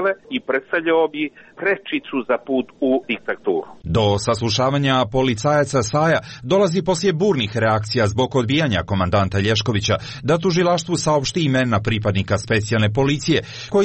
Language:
Serbian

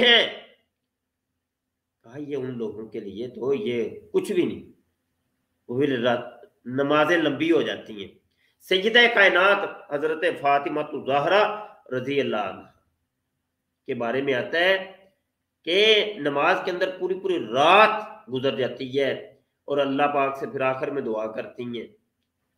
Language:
Urdu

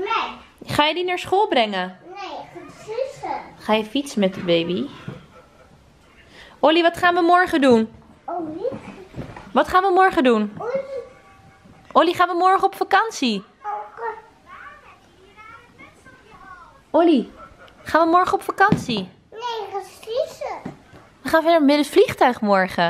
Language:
Dutch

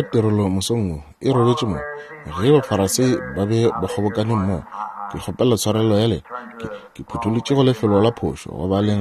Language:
Northern Sotho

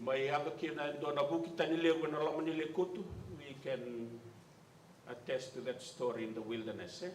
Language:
Fijian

